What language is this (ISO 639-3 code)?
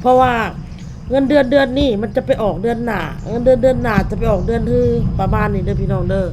tts